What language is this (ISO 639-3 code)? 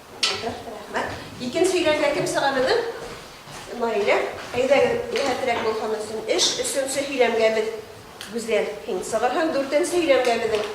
bak